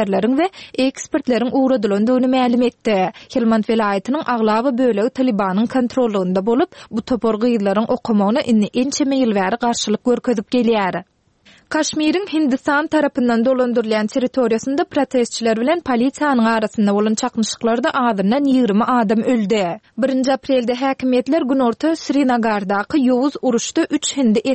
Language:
Turkmen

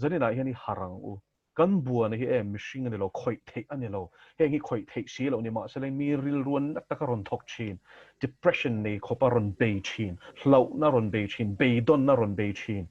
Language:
Mizo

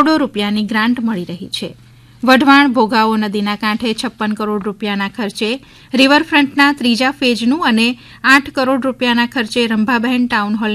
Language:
Gujarati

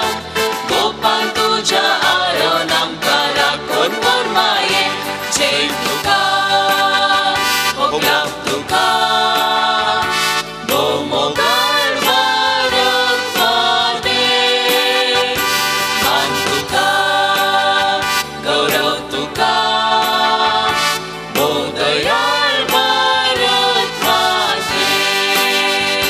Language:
Konkani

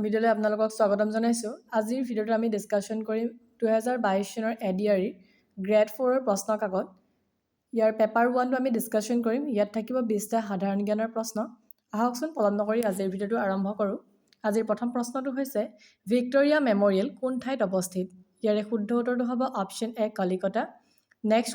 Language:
Assamese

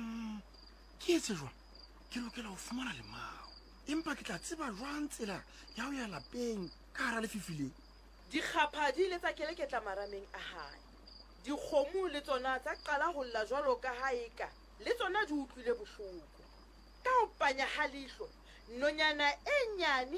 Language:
Southern Sotho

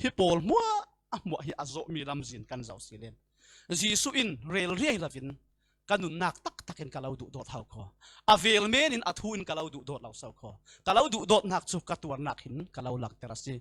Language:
Falam Chin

